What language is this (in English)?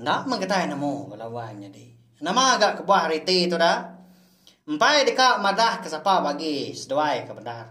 Iban